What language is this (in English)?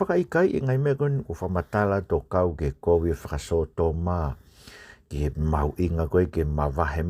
Tongan